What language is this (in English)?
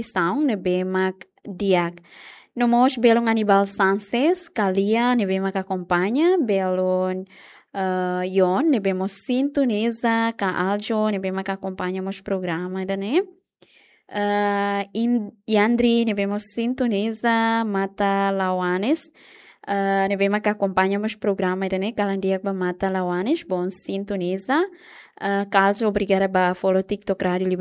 Tetum